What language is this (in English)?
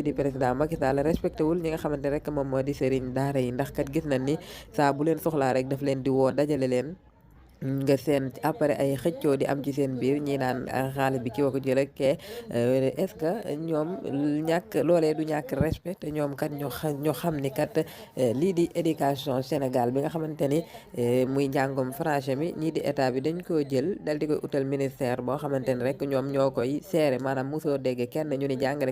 Wolof